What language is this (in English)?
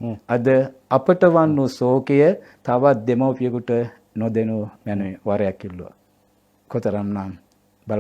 Sinhala